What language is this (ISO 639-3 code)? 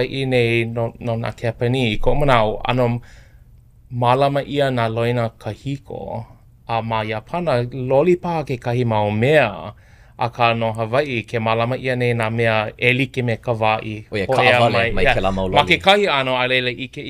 haw